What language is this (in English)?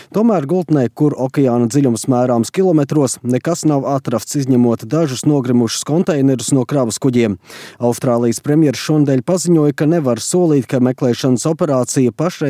Latvian